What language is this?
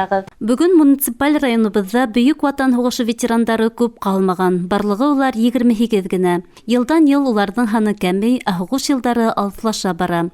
Bashkir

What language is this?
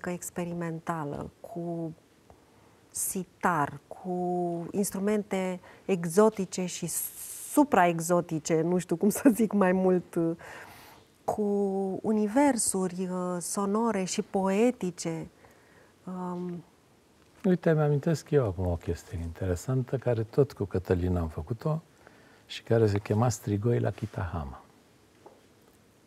Romanian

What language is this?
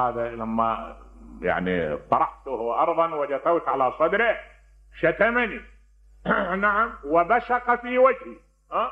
Mesopotamian Arabic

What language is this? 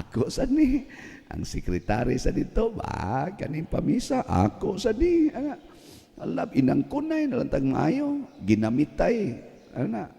Cebuano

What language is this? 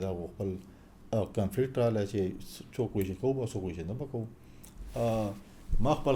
Pashto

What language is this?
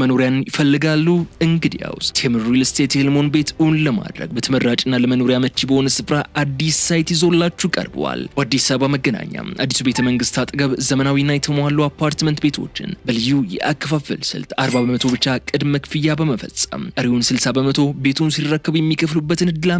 Amharic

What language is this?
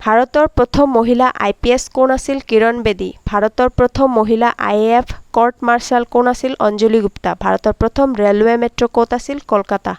Assamese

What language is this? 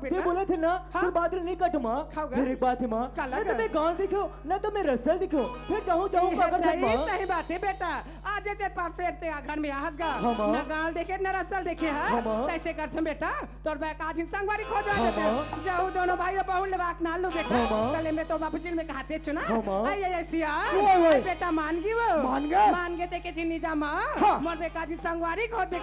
Chhattisgarhi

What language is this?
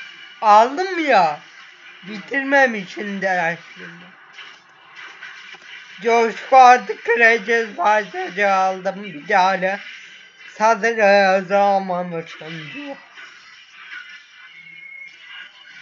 Turkish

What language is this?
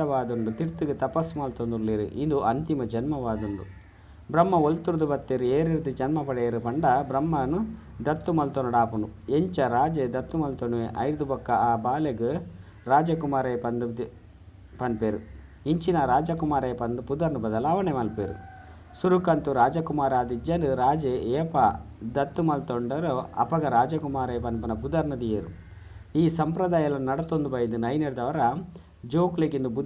Tulu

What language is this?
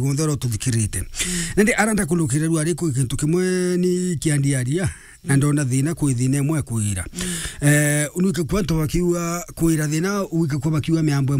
Meru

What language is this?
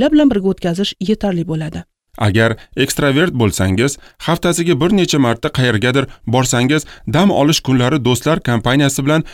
Uzbek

